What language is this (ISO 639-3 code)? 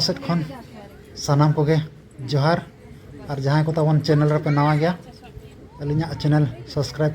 sat